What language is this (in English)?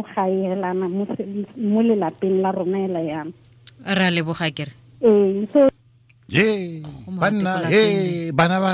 Tswana